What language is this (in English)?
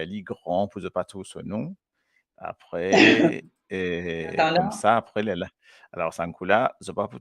Morisyen